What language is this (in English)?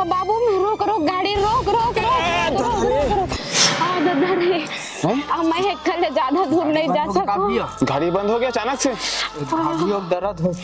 Chhattisgarhi